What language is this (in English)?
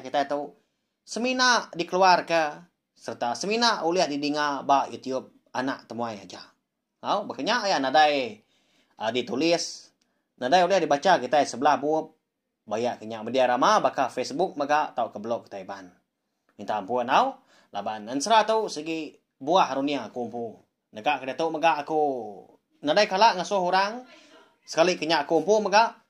Iban